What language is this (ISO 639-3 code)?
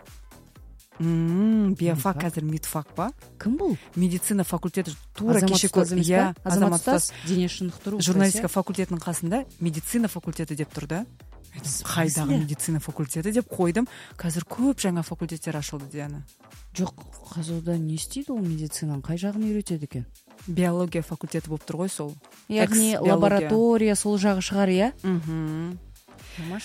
kaz